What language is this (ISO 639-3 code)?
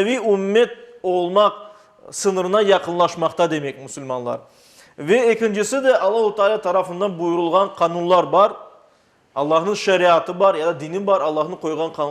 crh